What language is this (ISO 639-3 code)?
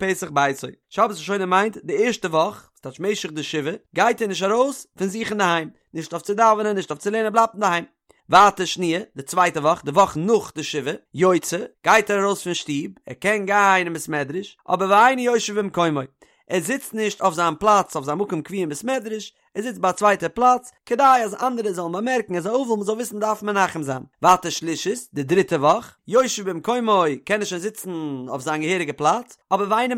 yid